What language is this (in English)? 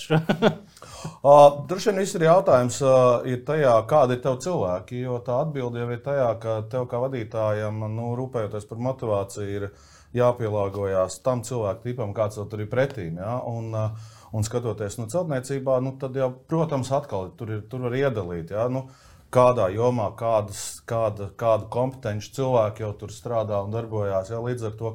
Latvian